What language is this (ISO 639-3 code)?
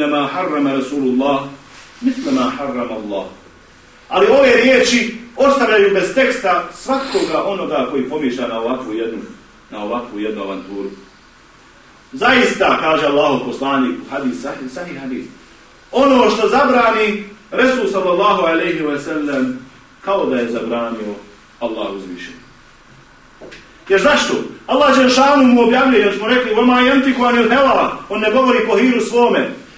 bos